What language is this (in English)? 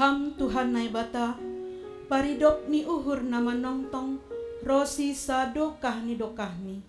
Batak Simalungun